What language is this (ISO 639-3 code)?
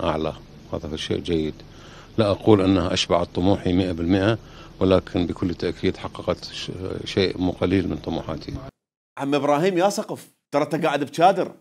acm